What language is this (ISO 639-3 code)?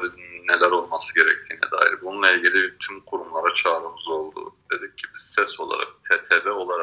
kur